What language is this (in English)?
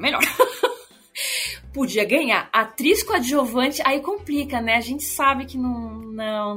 Portuguese